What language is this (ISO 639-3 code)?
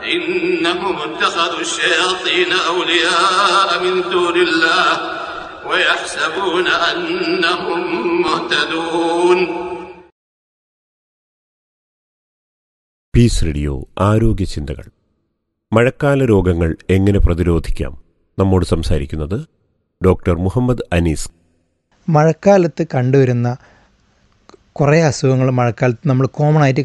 mal